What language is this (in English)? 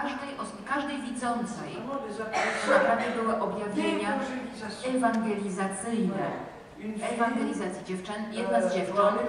Polish